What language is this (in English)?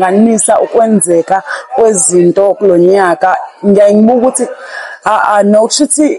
Zulu